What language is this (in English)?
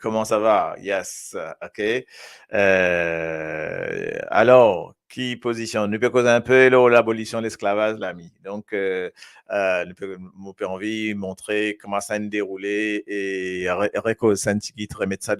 Morisyen